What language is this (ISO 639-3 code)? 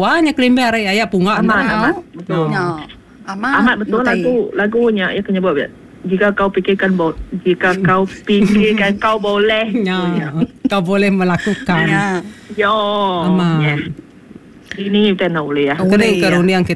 msa